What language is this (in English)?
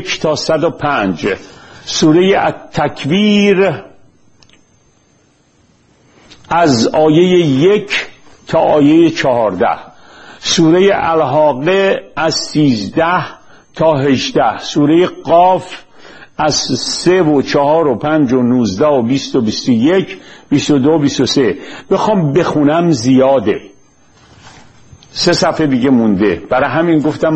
Persian